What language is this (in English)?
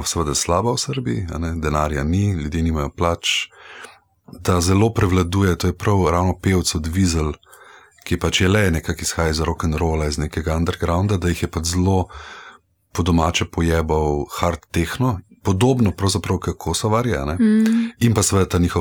Slovenian